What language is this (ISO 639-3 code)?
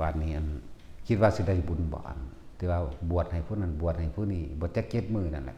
tts